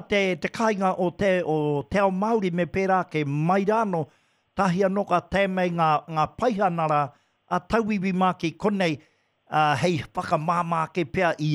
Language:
Māori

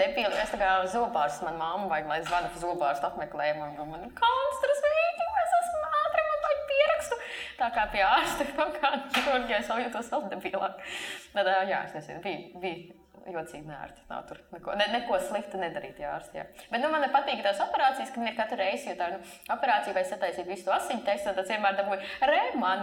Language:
Latvian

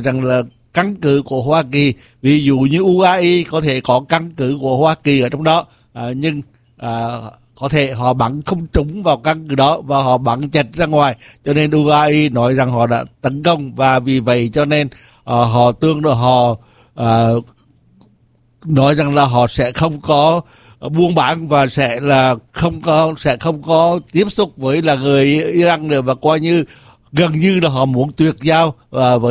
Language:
Vietnamese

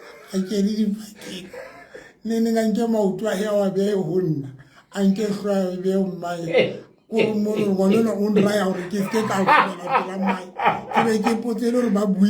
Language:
Southern Sotho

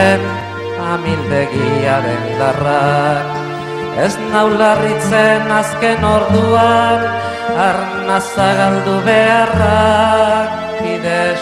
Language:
Basque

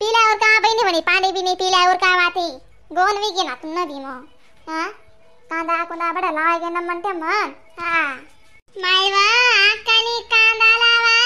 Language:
Khandesi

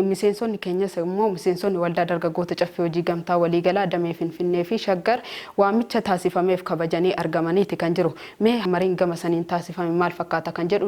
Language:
Oromo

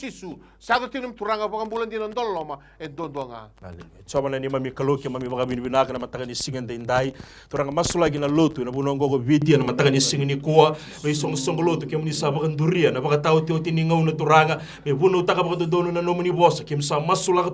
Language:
Fijian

